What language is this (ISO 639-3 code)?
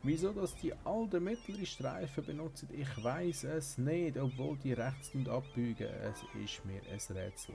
gsw